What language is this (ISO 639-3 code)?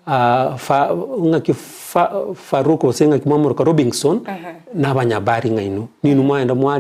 guz